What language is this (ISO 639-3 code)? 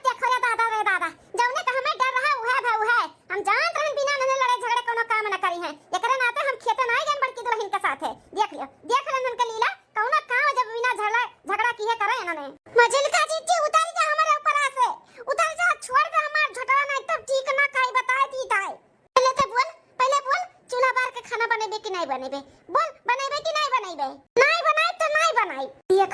awa